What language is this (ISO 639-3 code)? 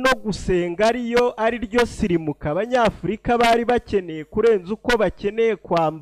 kin